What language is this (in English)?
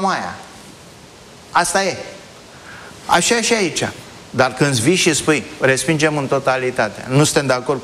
Romanian